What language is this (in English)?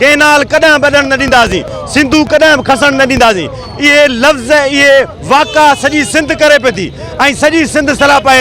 Sindhi